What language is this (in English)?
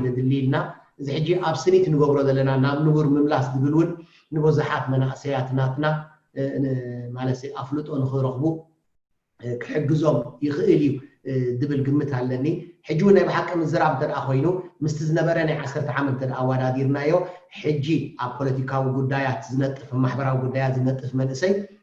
Tigrinya